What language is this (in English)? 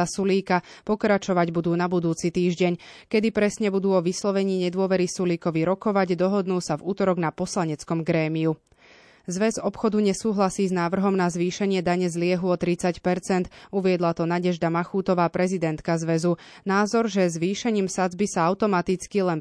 Slovak